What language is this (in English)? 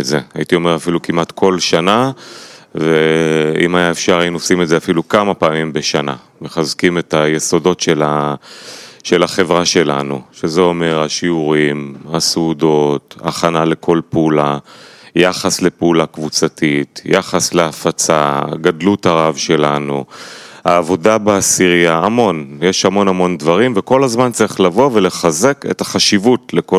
Hebrew